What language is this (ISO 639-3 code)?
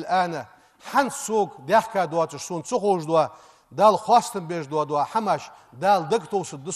inh